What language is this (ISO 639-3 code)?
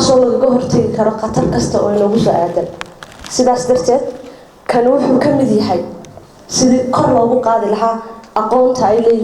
som